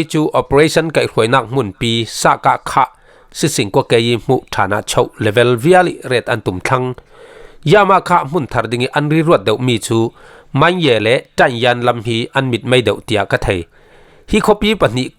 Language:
Falam Chin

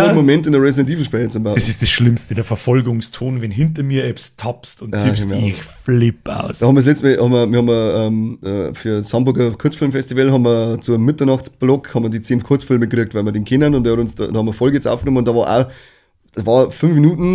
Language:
Bavarian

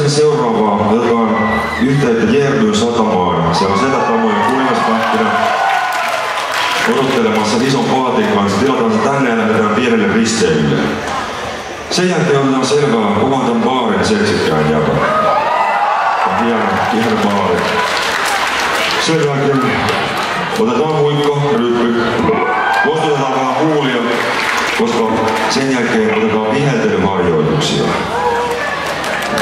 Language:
Finnish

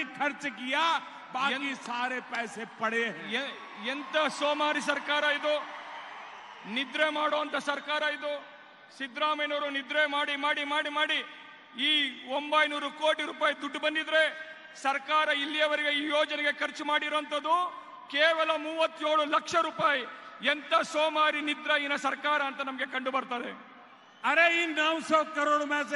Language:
Kannada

